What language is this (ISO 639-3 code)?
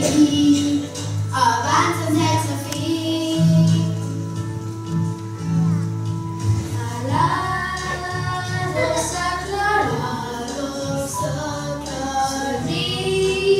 cat